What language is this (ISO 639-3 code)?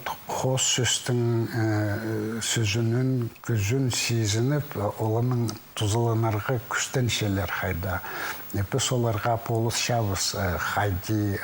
kjh